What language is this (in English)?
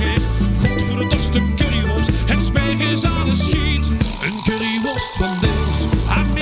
Limburgish